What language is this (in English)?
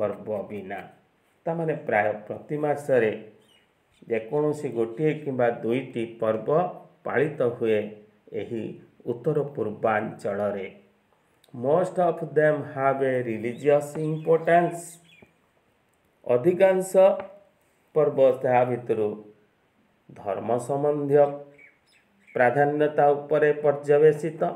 Odia